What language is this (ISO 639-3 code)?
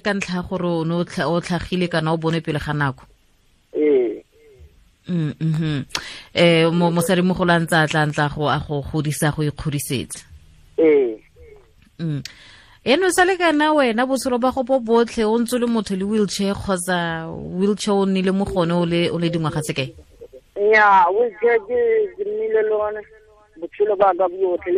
tsn